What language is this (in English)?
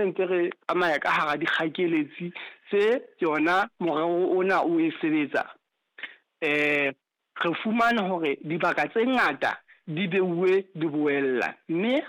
Southern Sotho